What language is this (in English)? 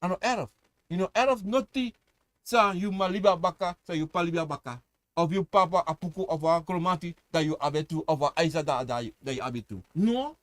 Sranan Tongo